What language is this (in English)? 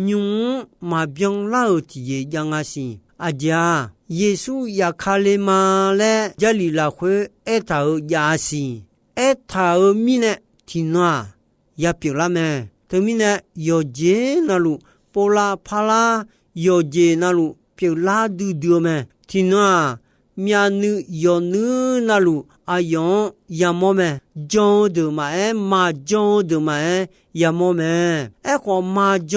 Akha